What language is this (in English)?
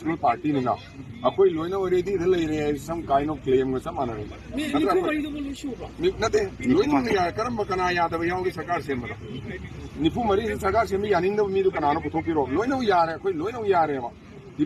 Manipuri